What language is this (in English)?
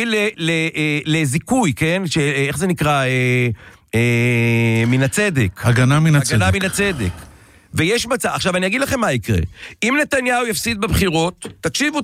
Hebrew